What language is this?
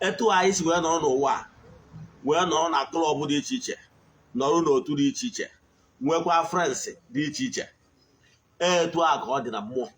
Igbo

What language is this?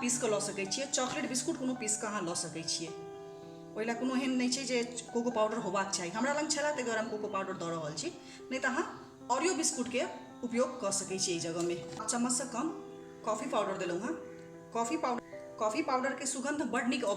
Maithili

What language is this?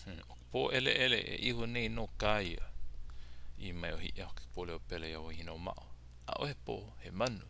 Hawaiian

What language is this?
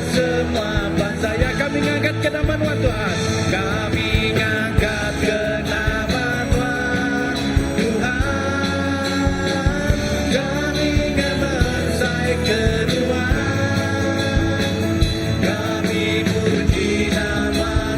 Iban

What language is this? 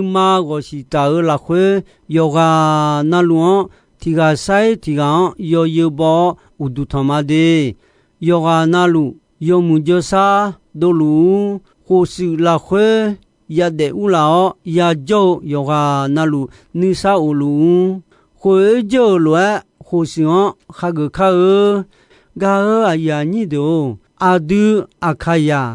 Akha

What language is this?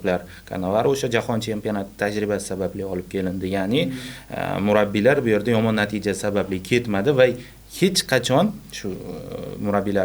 Uzbek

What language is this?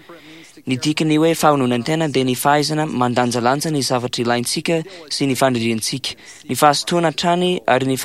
Malagasy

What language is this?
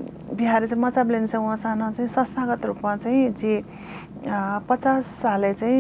Newari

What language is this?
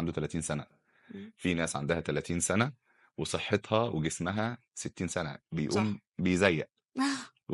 Egyptian Arabic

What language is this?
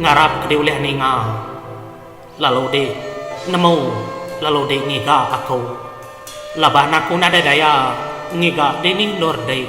Iban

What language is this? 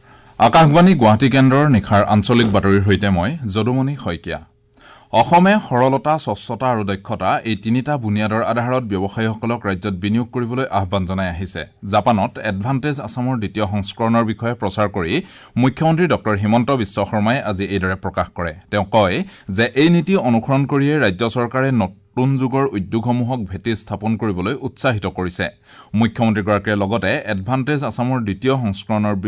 Assamese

